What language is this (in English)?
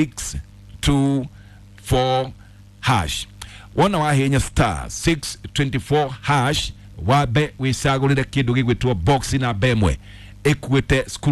Kikuyu